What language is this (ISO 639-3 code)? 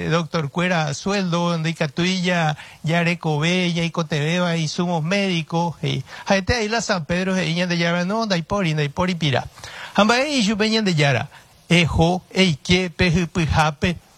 grn